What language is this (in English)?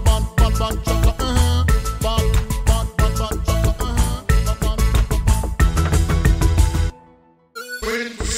English